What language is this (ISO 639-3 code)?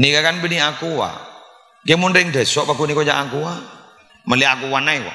mad